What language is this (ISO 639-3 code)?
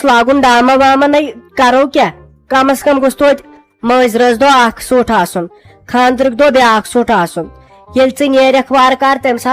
kas